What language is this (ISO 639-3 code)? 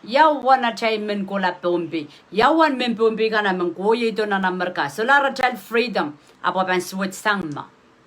pon